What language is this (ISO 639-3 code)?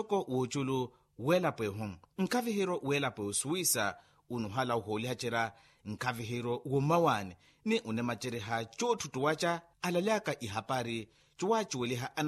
vmw